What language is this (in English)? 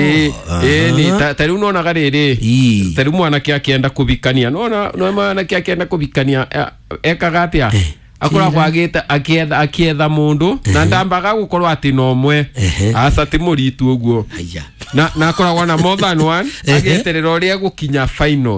Kikuyu